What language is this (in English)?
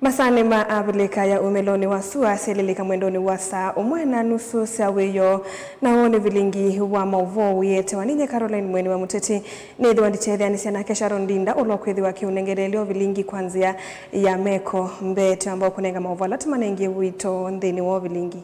Kamba